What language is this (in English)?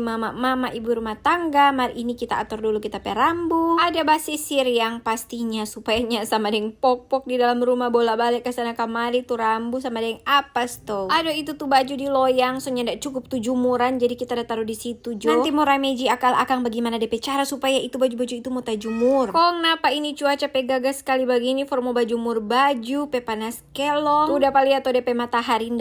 Manado Malay